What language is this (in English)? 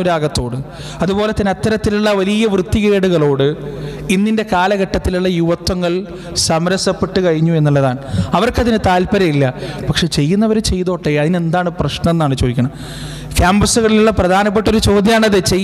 Malayalam